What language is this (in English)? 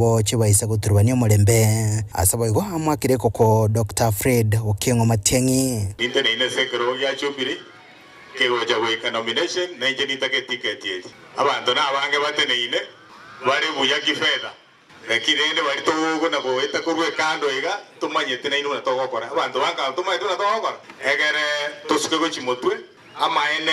Gusii